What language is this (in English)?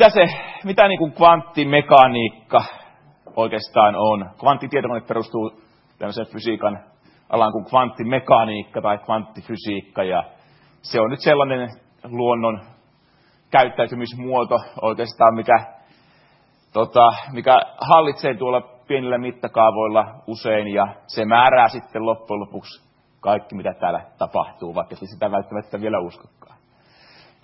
Finnish